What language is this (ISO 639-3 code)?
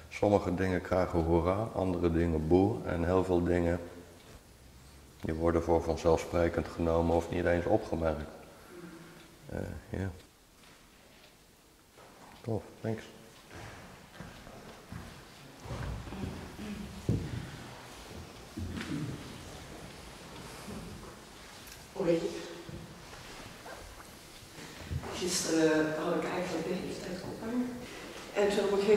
nld